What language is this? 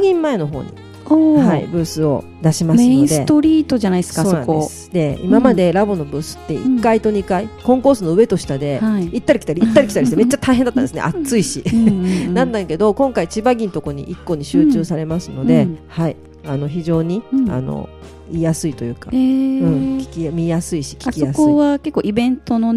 Japanese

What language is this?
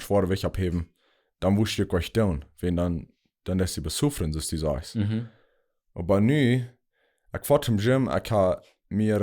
Plautdietsch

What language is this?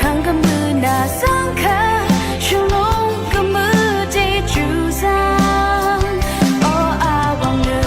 Rawang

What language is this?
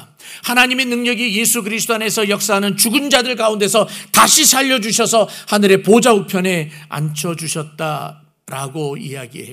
Korean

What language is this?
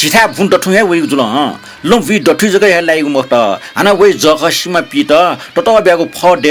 Newari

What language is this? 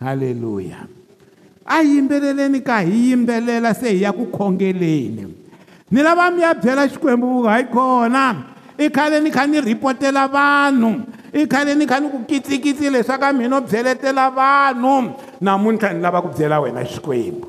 Tsonga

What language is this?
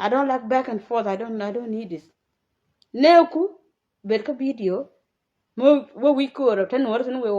Nuer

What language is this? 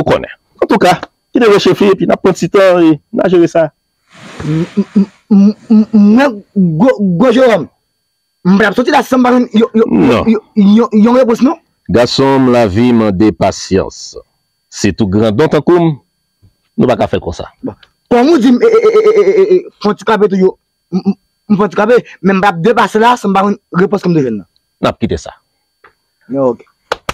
Haitian Creole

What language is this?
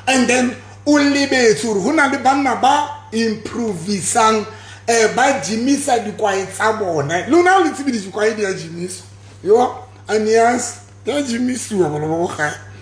Southern Sotho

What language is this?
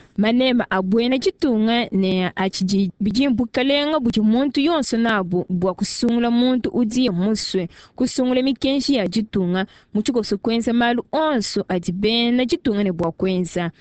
Luba-Lulua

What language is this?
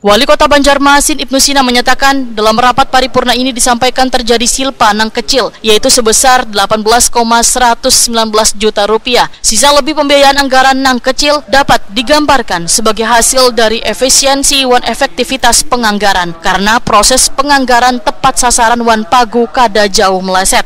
Banjar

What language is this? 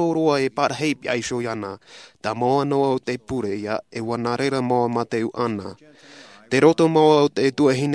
Tahitian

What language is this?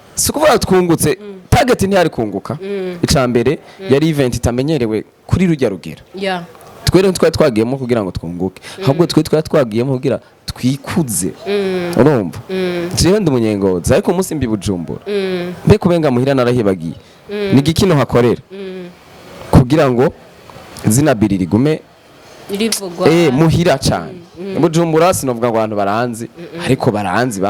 Rundi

